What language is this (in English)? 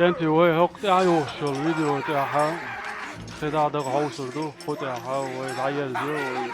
Chechen